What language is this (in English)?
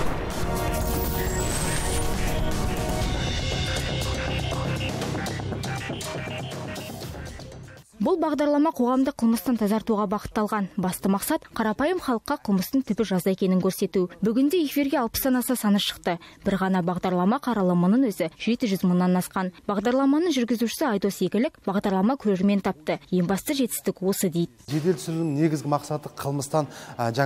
Kazakh